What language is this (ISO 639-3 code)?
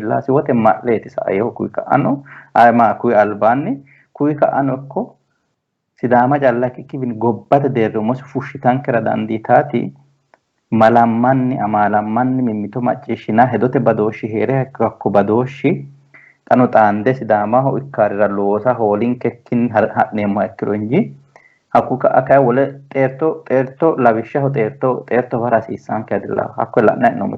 sid